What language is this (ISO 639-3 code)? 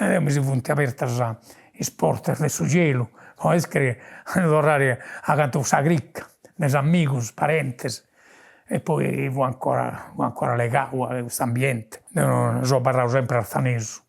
srd